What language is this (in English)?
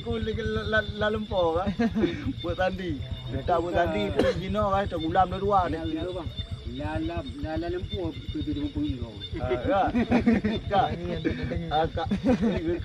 Achinese